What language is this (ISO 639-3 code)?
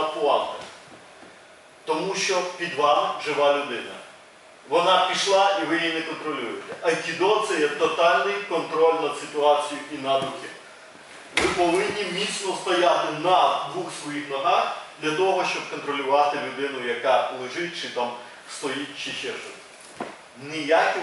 ukr